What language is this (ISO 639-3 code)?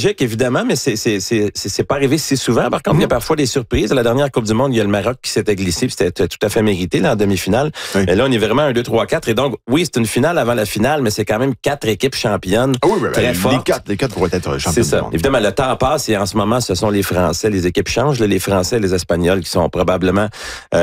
fra